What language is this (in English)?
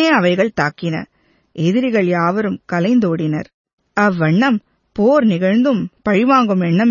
Tamil